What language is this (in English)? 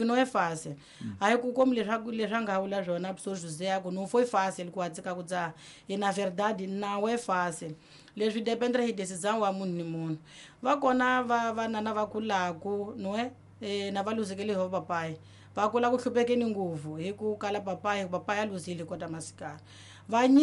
Tsonga